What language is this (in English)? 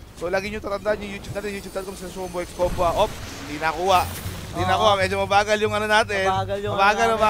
Filipino